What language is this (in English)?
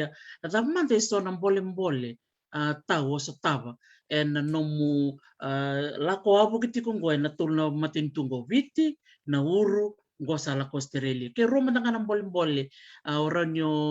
Fijian